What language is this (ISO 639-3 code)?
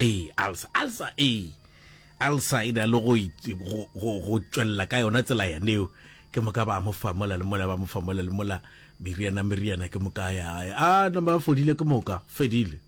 nso